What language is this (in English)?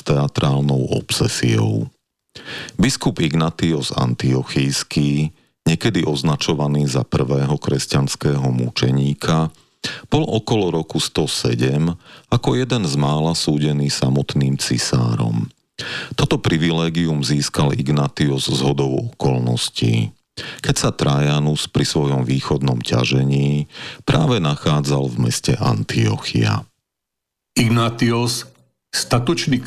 Slovak